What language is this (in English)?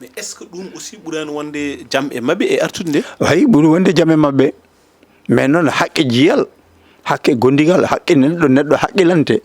Fula